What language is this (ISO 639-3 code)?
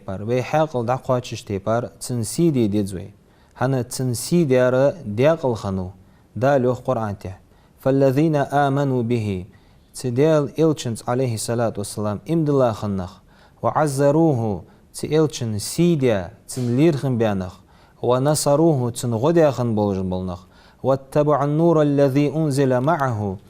inh